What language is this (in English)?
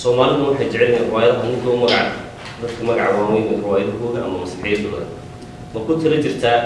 Somali